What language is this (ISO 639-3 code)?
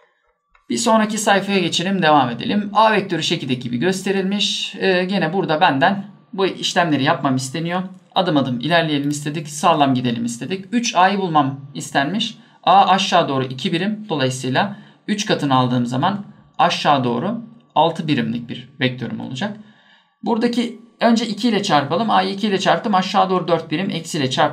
tur